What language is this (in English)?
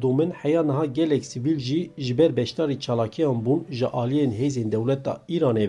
Kurdish